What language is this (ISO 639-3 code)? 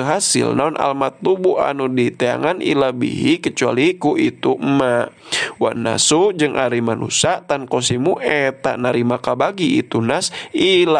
sun